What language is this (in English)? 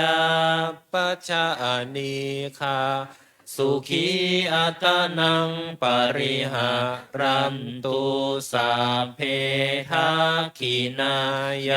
Pali